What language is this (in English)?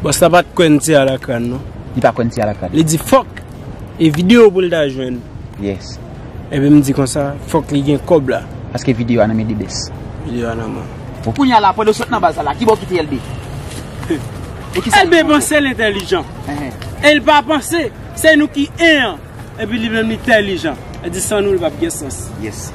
Haitian Creole